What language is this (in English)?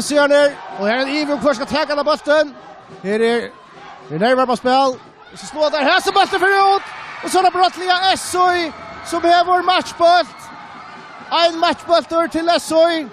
Faroese